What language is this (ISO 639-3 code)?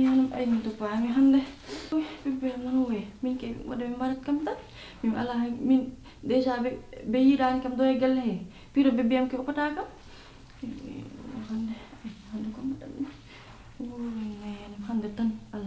ful